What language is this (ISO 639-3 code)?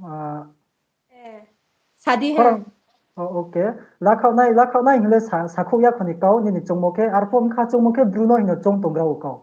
ria